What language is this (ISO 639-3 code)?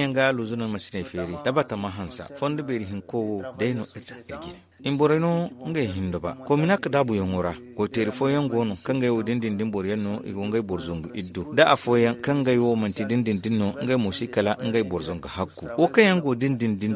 dje